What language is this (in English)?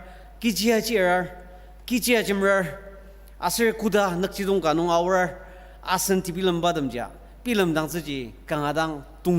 Ao Naga